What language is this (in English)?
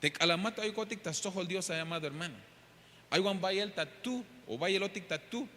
Tzeltal